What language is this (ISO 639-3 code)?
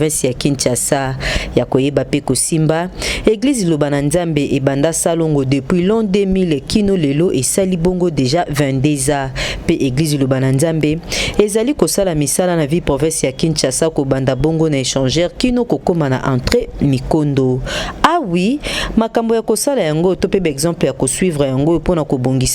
lin